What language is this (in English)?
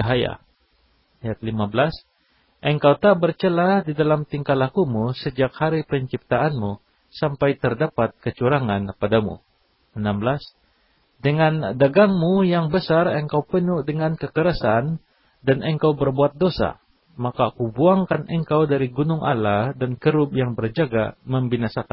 Indonesian